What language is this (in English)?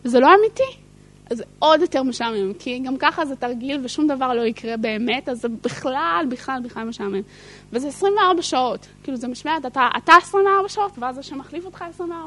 Hebrew